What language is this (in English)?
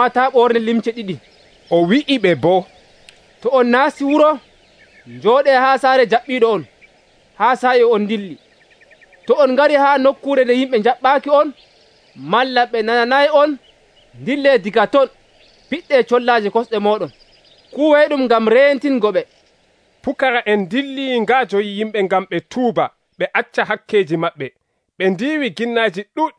Nigerian Fulfulde